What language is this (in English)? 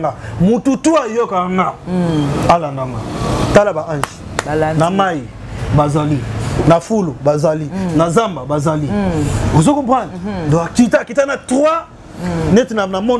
Lingala